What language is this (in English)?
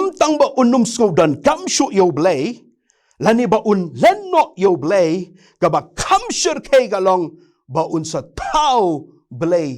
Khasi